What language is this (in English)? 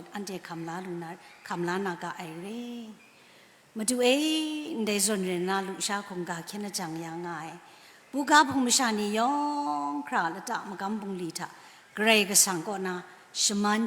Kachin